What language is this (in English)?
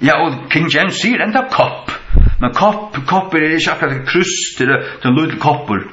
Faroese